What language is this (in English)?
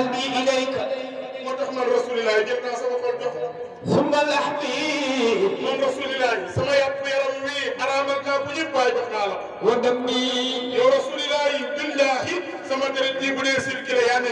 Wolof